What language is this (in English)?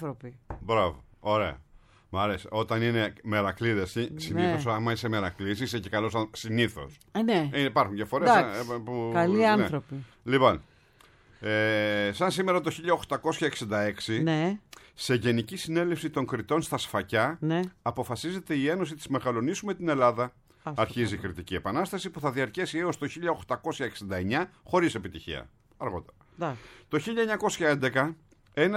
Greek